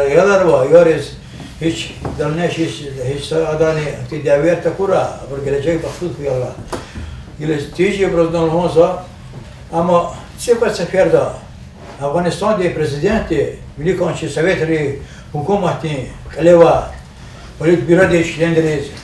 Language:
Lezghian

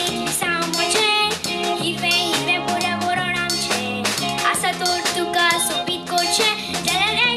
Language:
Konkani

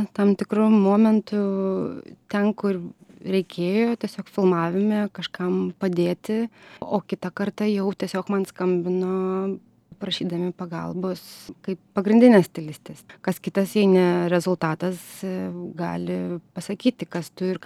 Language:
Lithuanian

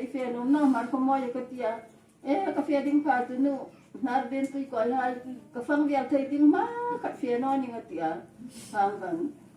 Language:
Hmar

